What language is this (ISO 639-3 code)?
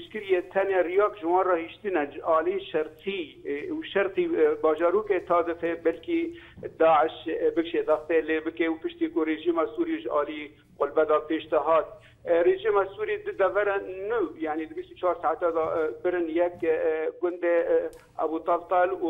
kur